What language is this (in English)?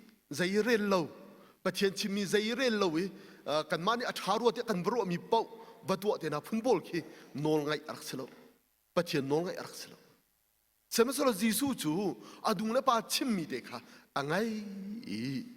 Hakha Chin